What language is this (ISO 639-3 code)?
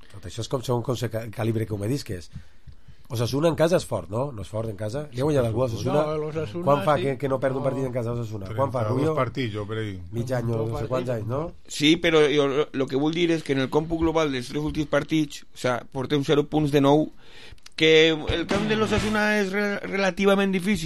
cat